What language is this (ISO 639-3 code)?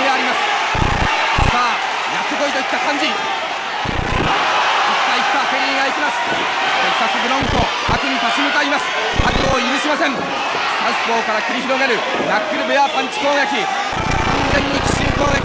jpn